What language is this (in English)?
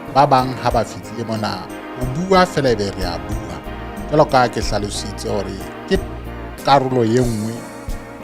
Southern Sotho